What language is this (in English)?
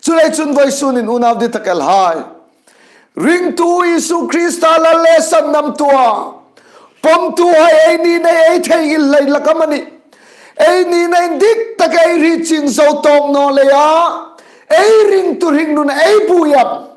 Hmar